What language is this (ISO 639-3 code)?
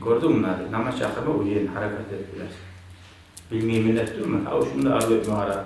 kum